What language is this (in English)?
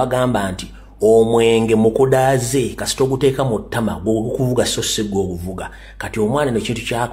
Ganda